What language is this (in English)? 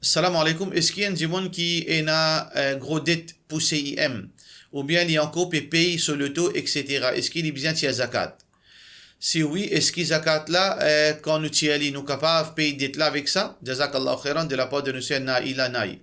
Morisyen